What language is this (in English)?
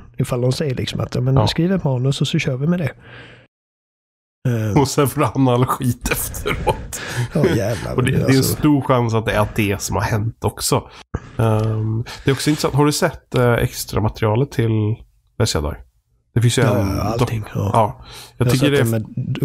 Swedish